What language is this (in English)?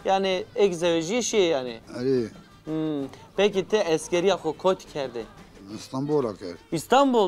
Zaza